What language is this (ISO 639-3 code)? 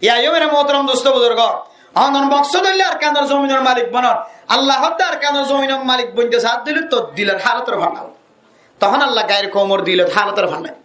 rhg